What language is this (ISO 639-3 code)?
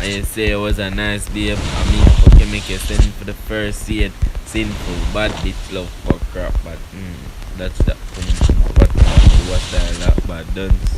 jam